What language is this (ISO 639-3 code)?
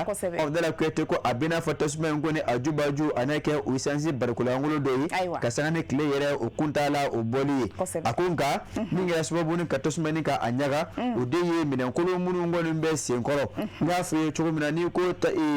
bam